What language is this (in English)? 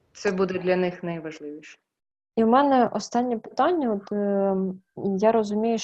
Ukrainian